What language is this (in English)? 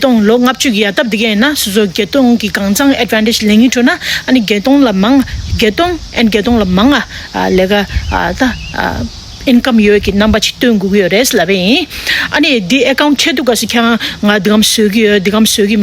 Tibetan